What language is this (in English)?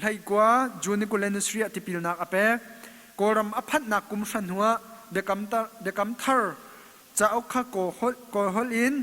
Hakha Chin